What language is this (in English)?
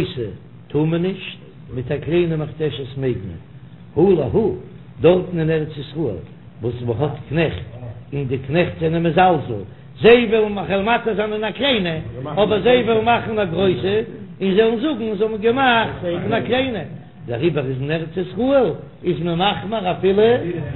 Yiddish